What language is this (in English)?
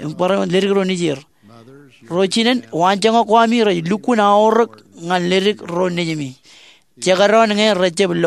Marshallese